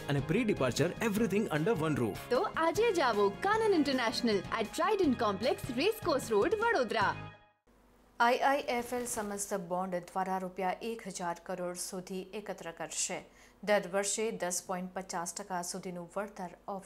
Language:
Gujarati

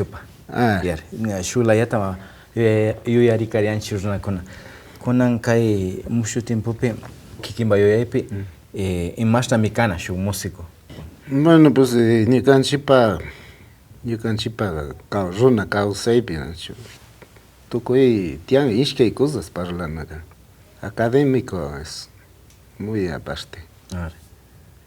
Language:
Imbabura Highland Quichua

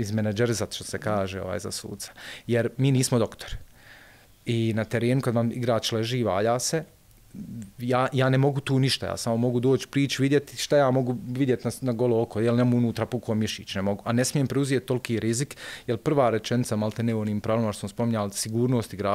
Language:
Bosnian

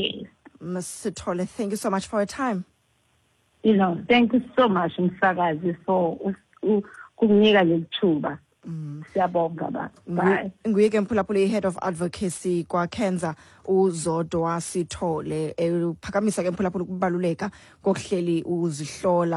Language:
Xhosa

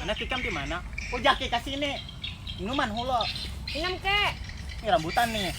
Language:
Banjar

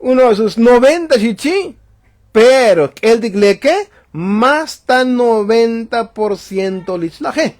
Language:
Tzotzil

